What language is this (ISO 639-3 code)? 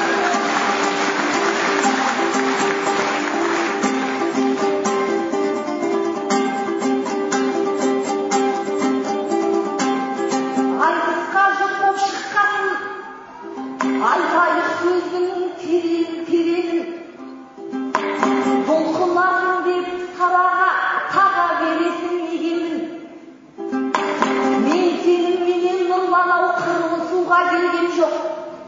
kaz